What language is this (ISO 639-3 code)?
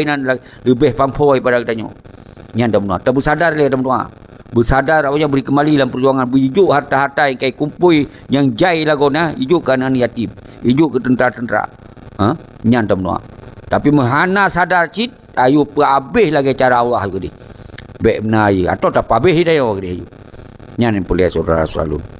ace